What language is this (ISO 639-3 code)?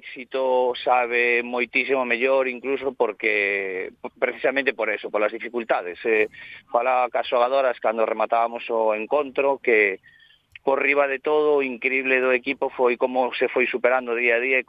glg